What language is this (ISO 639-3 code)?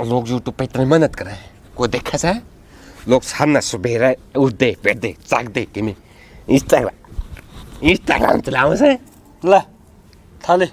bgc